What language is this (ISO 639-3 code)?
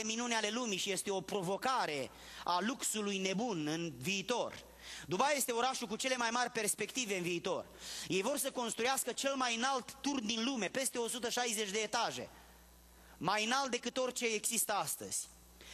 ron